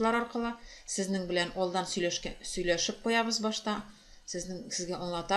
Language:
Tatar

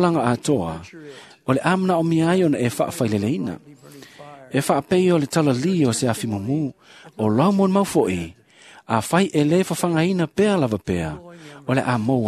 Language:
Samoan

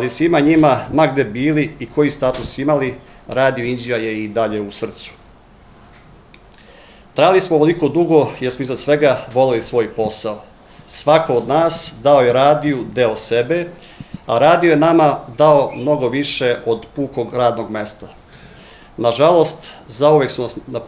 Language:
Serbian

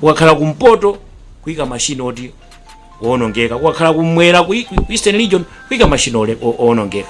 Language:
Nyanja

